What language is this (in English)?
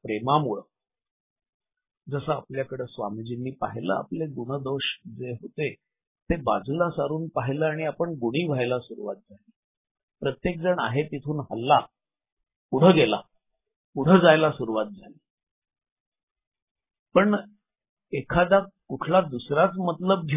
Marathi